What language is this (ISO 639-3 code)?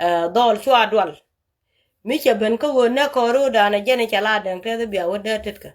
nus